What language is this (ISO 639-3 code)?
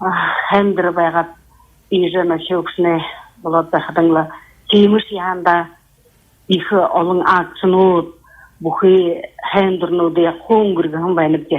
bua